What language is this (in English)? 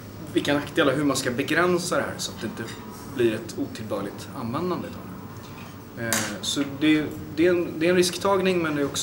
Swedish